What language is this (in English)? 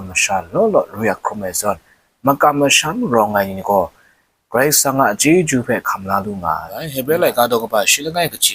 Kachin